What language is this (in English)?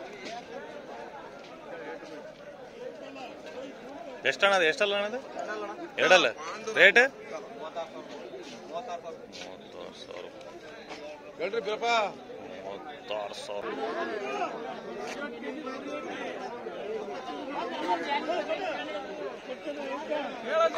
Kannada